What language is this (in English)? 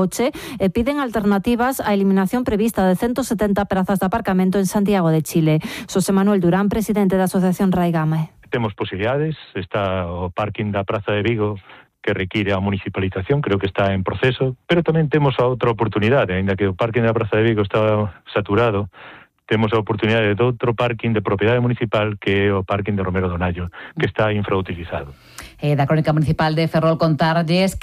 Galician